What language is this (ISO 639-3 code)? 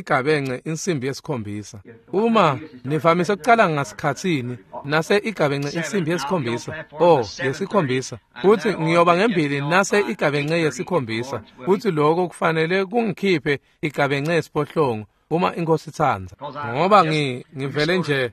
ssw